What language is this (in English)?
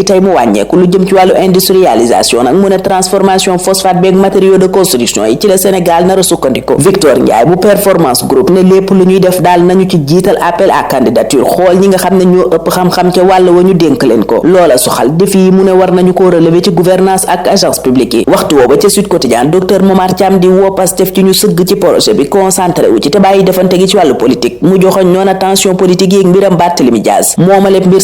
Wolof